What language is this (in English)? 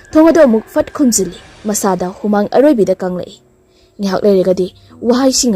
Manipuri